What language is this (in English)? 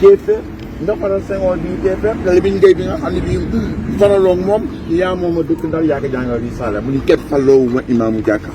Wolof